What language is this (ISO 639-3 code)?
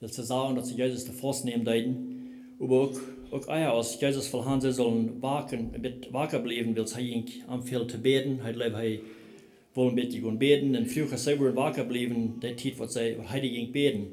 pdt